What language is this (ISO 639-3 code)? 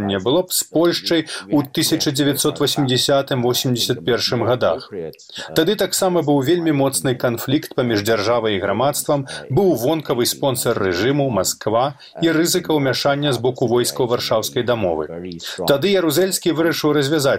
bel